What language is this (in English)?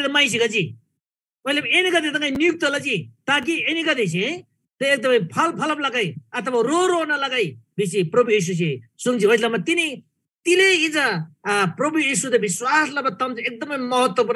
Eastern Tamang